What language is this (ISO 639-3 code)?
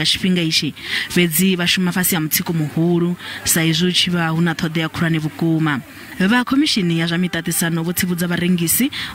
ven